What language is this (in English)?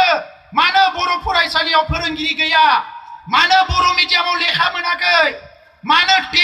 Bodo